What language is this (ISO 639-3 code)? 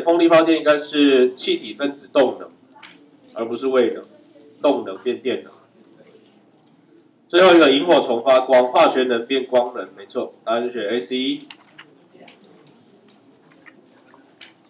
zho